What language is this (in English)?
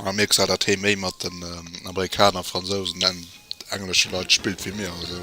Luxembourgish